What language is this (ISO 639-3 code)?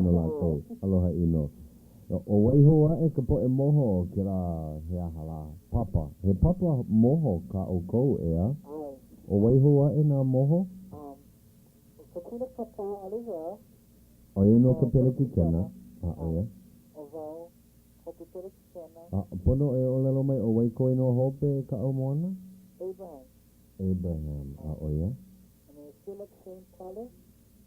haw